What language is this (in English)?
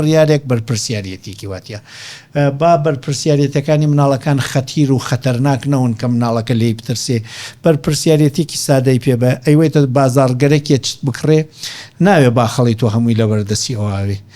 Central Kurdish